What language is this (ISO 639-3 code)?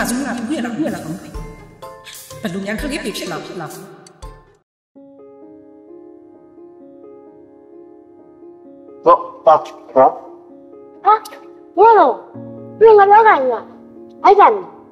mya